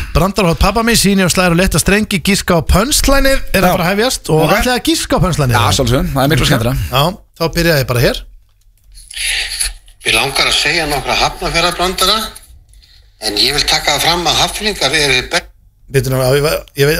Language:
Icelandic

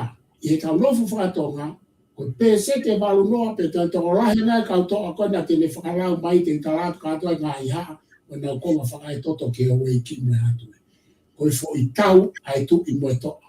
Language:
Tongan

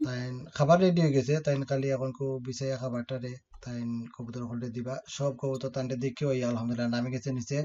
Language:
Sylheti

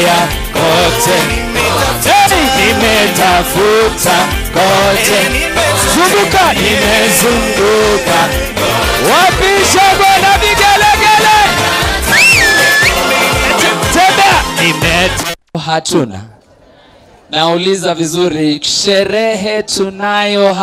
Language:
Swahili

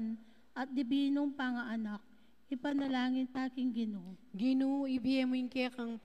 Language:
Pampanga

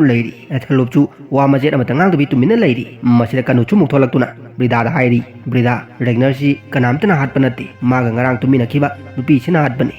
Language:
Manipuri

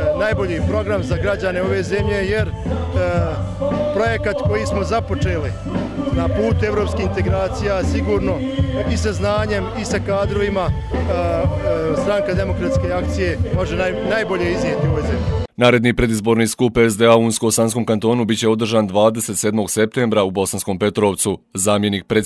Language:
Bosnian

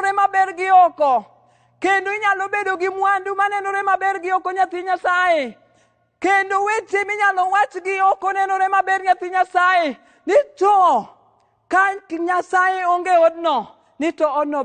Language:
Luo (Kenya and Tanzania)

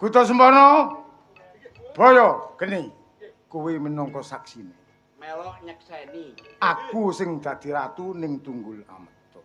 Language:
Javanese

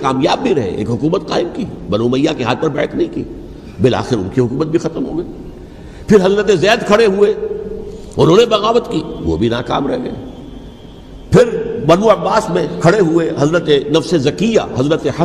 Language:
Urdu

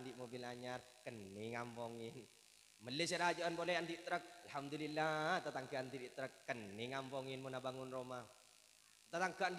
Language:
Madurese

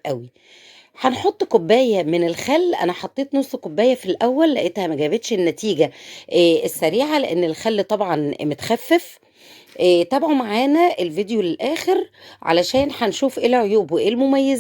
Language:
Egyptian Arabic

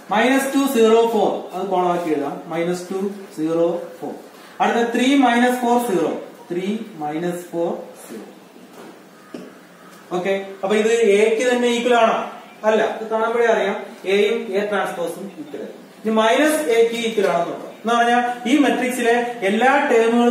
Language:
Malayalam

